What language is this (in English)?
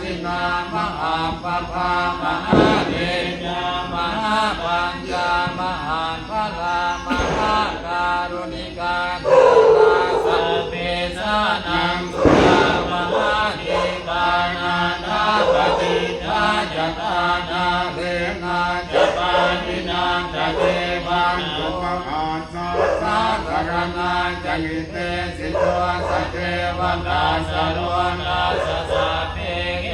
Pali